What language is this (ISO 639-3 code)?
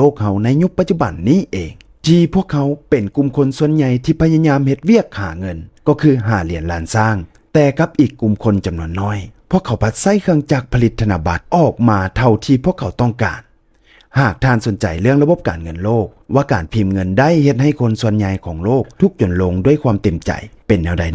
lao